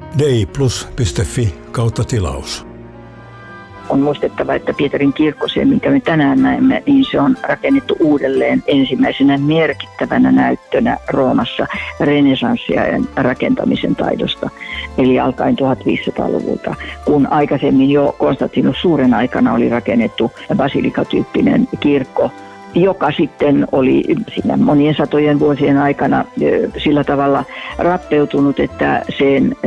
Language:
Finnish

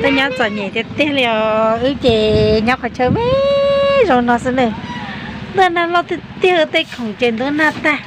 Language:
Hmong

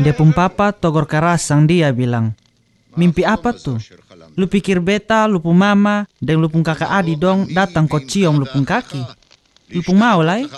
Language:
Kupang Malay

